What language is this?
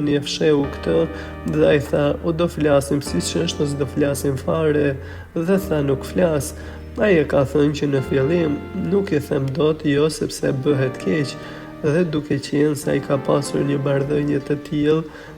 Albanian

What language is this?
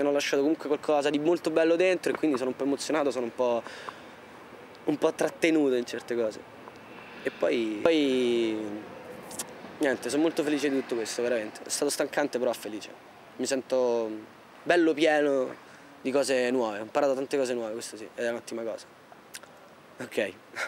Italian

